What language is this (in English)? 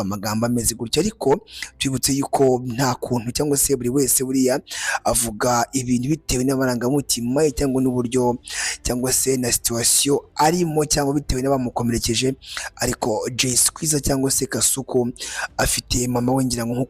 Kinyarwanda